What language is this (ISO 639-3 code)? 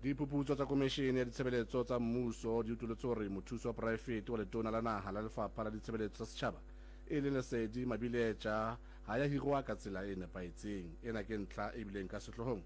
sot